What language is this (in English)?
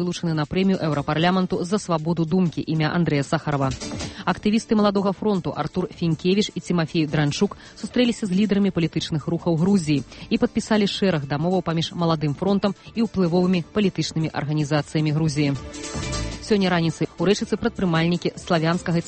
Belarusian